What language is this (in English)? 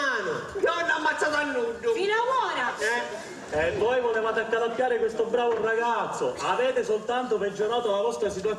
Sicilian